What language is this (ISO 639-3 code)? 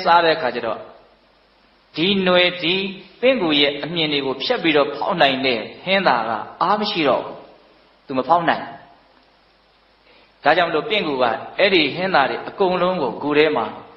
mya